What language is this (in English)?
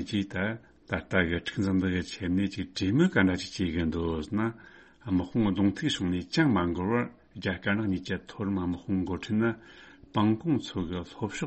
Tibetan